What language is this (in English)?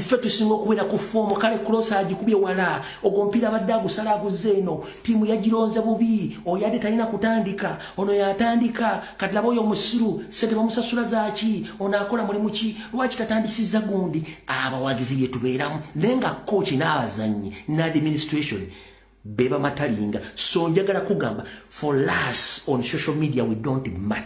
Ganda